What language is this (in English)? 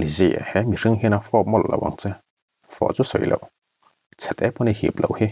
Mizo